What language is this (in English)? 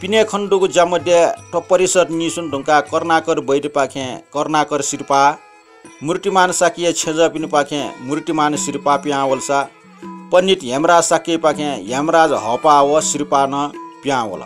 Newari